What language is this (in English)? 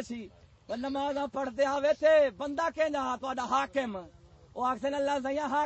Saraiki